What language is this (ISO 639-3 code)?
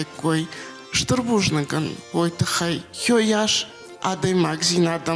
oss